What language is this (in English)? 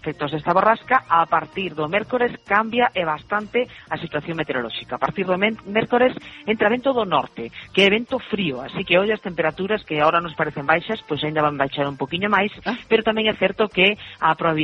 Galician